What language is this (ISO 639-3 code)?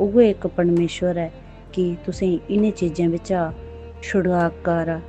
doi